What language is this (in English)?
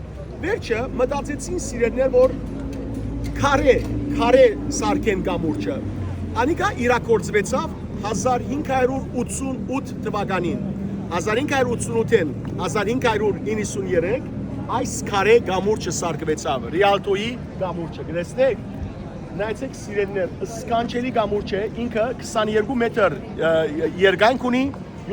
Western Armenian